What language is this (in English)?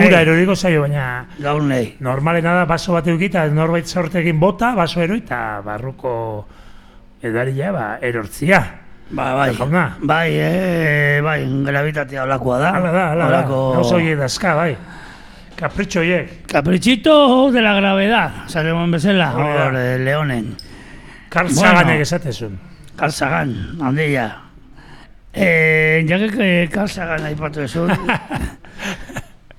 Basque